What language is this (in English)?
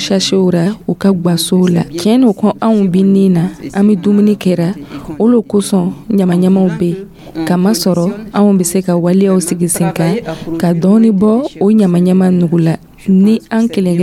Dyula